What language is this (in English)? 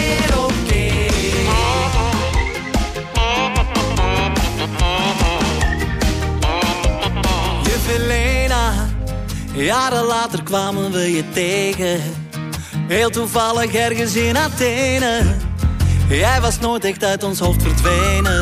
Dutch